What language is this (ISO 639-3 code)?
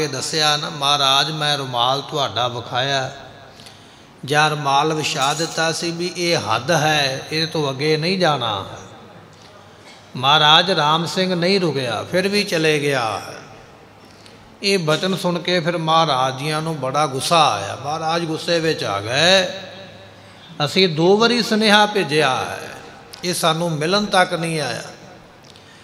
pan